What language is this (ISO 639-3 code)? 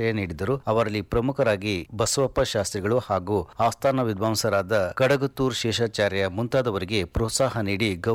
kan